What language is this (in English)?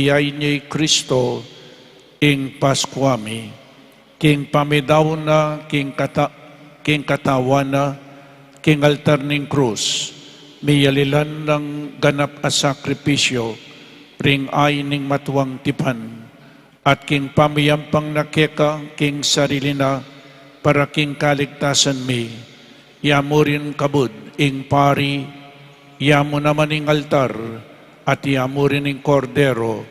Pampanga